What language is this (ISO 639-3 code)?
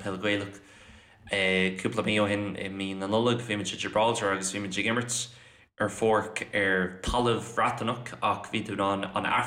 gle